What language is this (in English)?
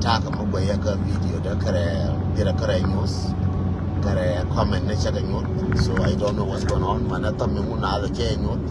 Nuer